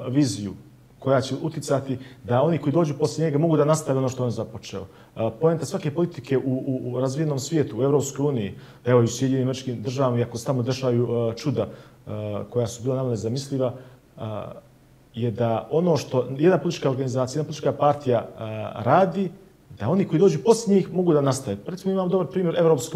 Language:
Bosnian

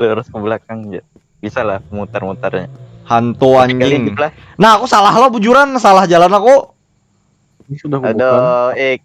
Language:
Banjar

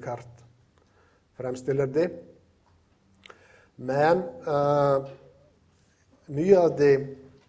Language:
Norwegian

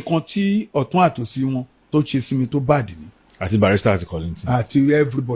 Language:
Yoruba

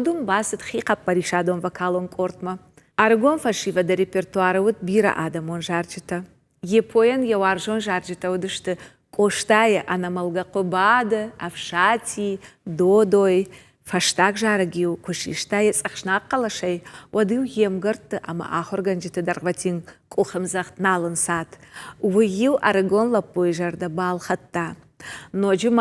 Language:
Ossetic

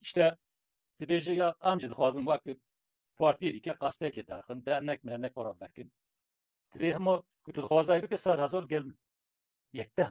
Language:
Kurdish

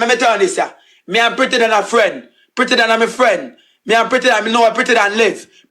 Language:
Jamaican Creole English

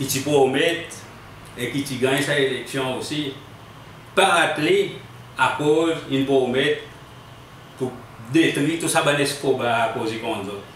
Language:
Seselwa Creole French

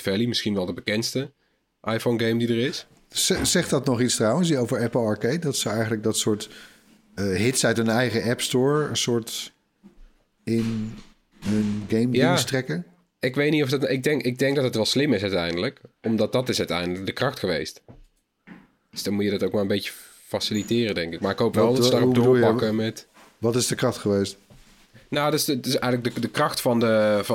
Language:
Dutch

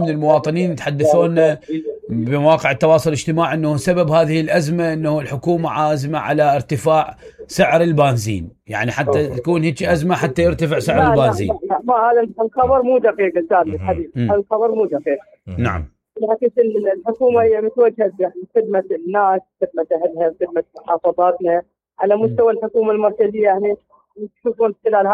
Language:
Mesopotamian Arabic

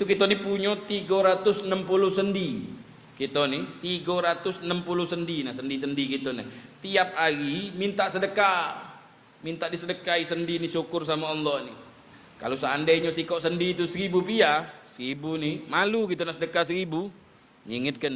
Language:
Musi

